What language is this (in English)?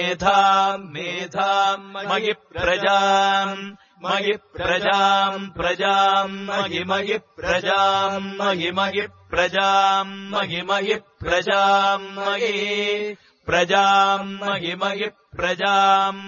Sanskrit